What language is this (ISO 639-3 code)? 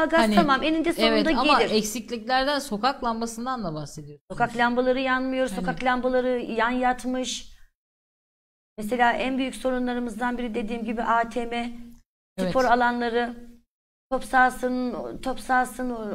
tur